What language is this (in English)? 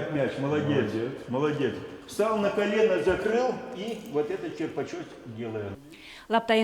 Udmurt